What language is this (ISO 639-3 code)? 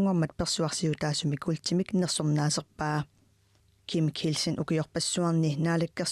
kal